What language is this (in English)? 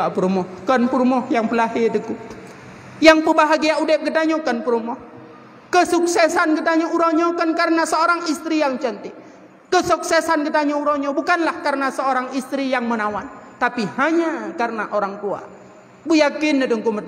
Achinese